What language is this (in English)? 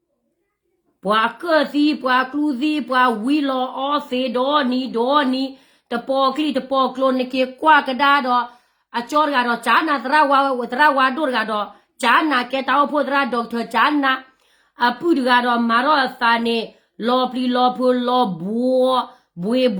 S'gaw Karen